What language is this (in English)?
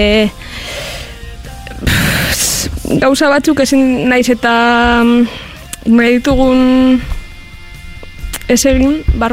Basque